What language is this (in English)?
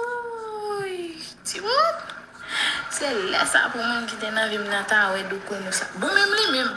Haitian Creole